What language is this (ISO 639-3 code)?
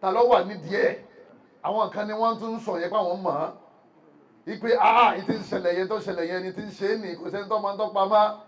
yor